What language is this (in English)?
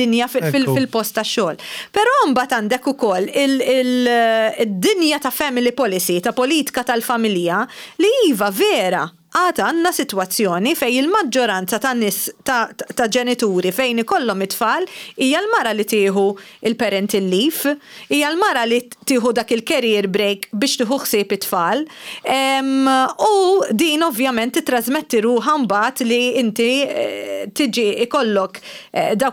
Maltese